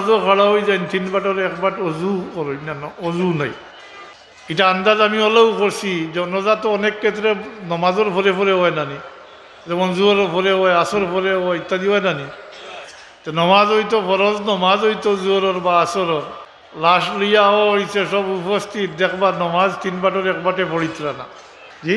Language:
Sylheti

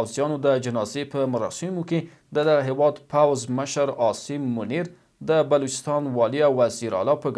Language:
Pashto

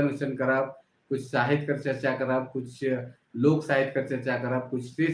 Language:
Sadri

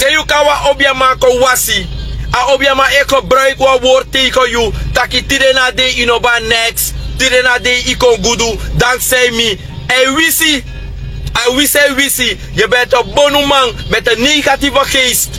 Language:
Sranan Tongo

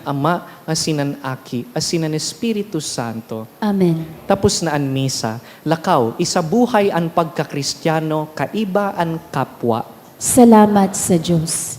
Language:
Bikol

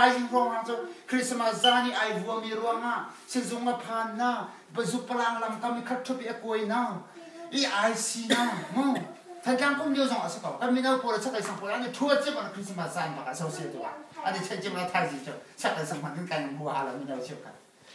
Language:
Hakha Chin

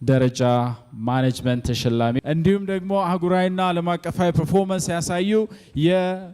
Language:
Amharic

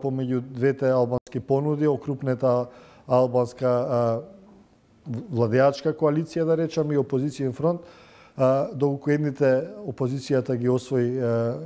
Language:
Macedonian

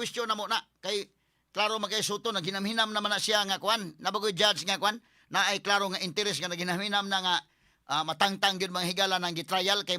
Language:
Cebuano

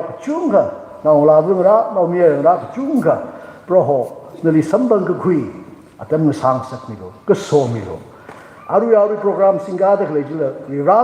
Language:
Tangkhul Naga (India)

